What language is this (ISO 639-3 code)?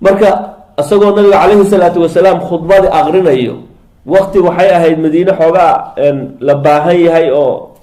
som